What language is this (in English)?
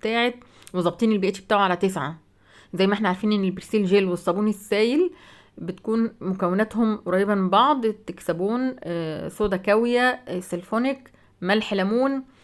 Egyptian Arabic